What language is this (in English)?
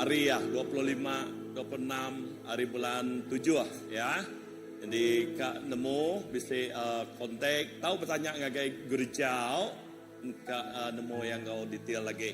Iban